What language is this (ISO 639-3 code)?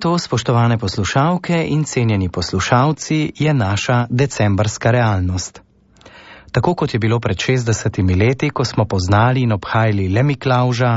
slv